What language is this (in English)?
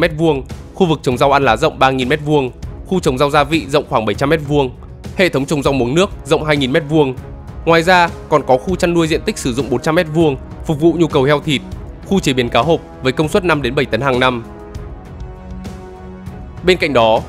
Vietnamese